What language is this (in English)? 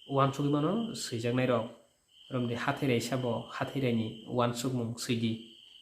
Kok Borok